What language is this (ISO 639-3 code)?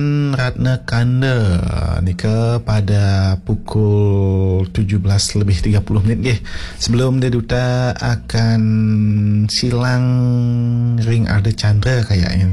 ban